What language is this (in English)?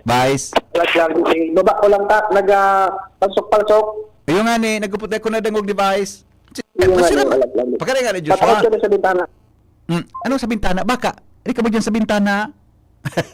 Bikol